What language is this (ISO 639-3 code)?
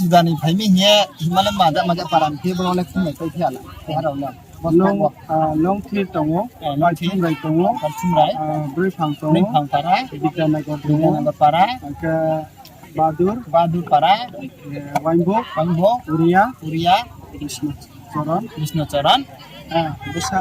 ria